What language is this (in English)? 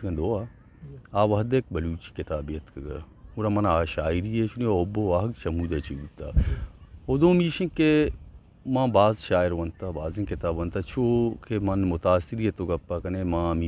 Eastern Balochi